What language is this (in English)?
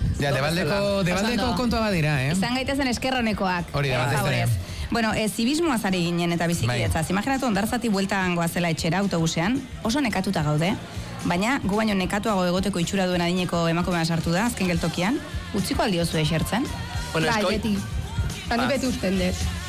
Basque